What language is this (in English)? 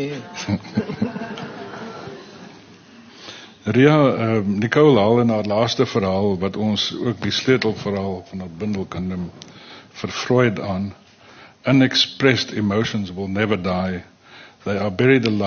Afrikaans